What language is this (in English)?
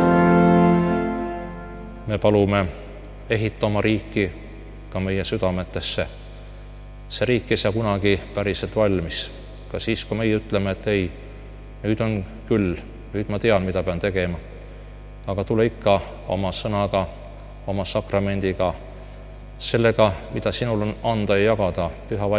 Estonian